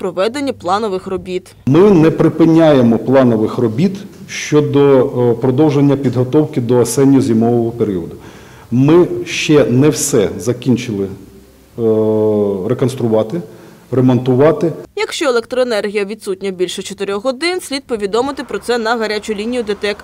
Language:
Ukrainian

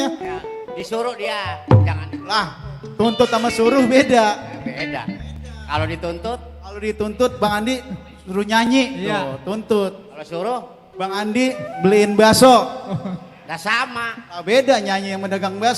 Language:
Betawi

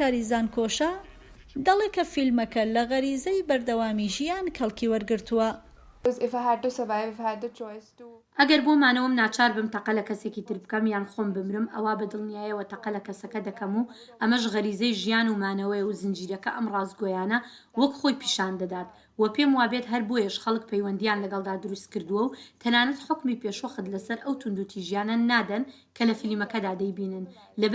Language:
Central Kurdish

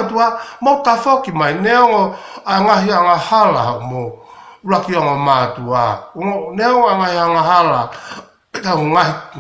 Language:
Tongan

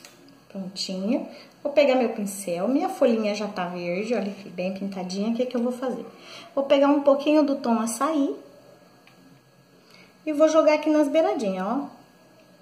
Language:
Portuguese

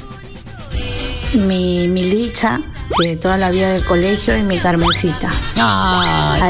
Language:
Spanish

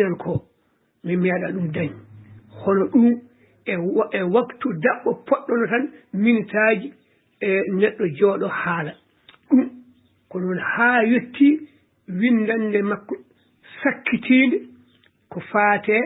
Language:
Fula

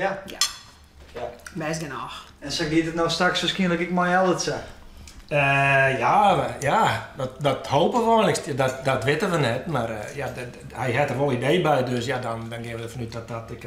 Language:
Western Frisian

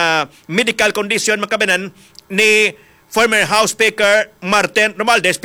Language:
Hiligaynon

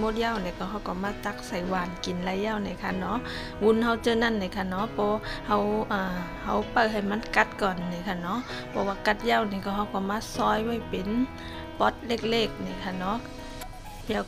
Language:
Shan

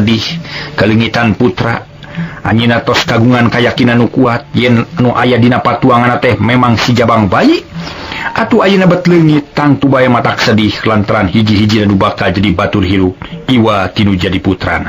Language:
Sundanese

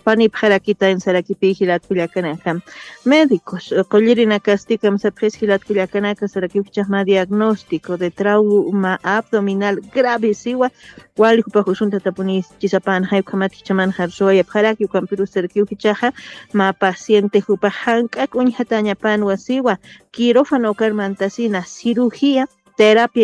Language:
Aymara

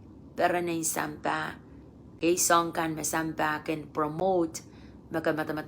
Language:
Pohnpeian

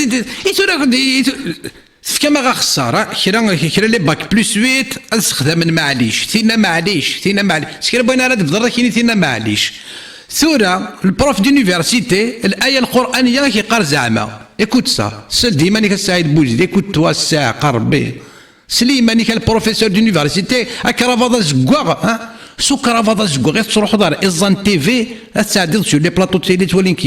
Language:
Kabyle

